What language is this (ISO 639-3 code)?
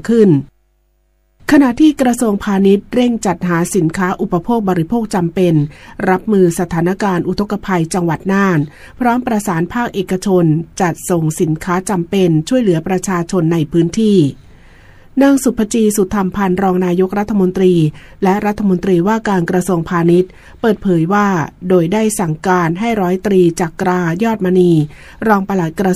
tha